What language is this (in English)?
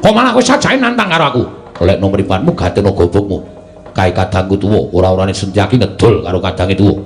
Javanese